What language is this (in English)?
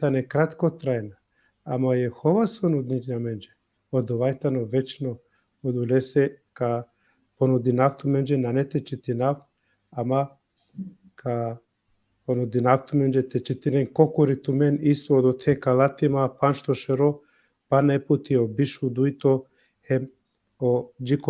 Balkan Romani